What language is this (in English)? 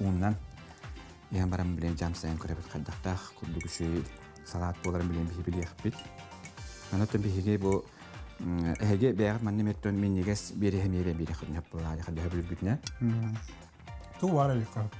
Yakut